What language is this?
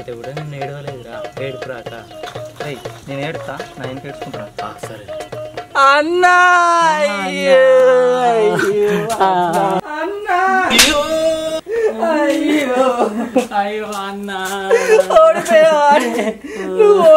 Telugu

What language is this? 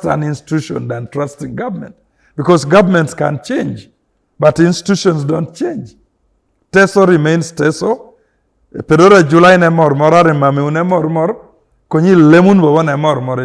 Teso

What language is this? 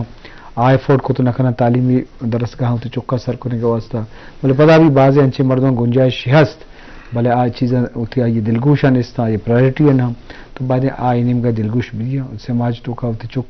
Eastern Balochi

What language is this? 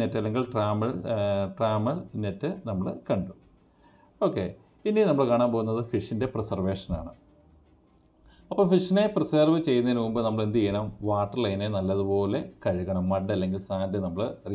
Malayalam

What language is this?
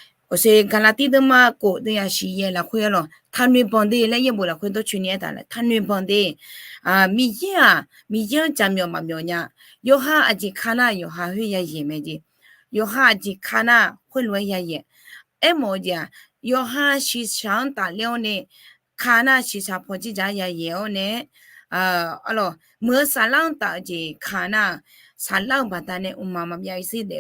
Akha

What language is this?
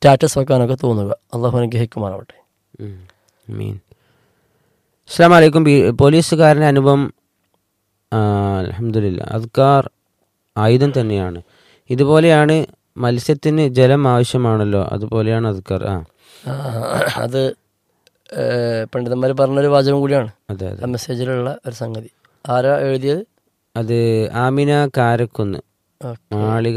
Malayalam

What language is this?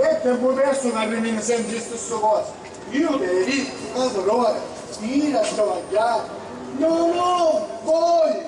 Sicilian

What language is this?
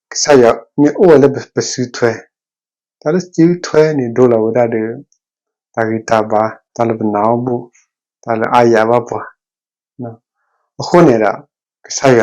S'gaw Karen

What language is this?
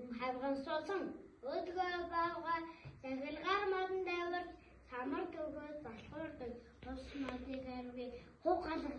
Mongolian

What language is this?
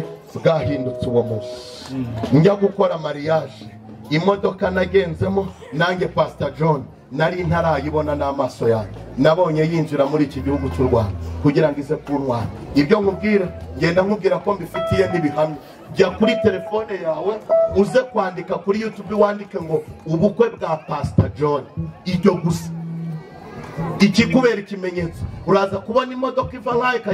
Kinyarwanda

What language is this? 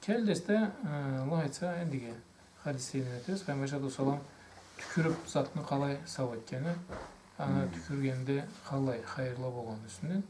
Karachay-Balkar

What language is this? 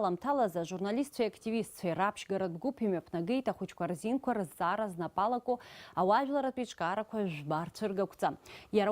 Abkhazian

